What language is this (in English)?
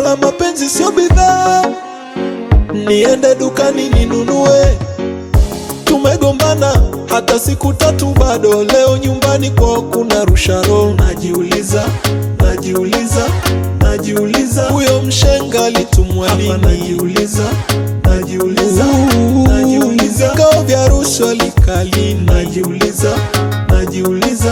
Swahili